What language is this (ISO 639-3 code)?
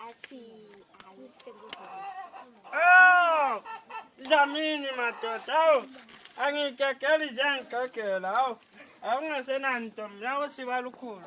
zul